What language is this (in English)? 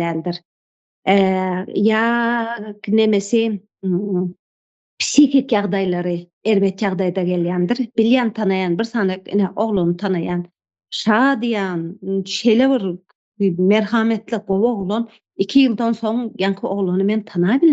Turkmen